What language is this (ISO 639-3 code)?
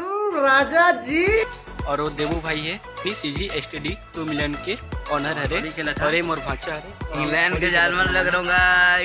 hne